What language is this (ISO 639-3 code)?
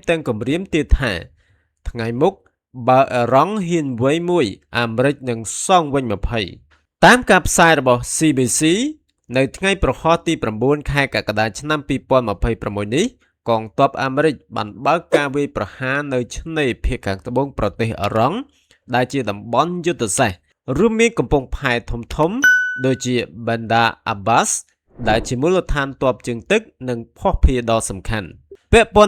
khm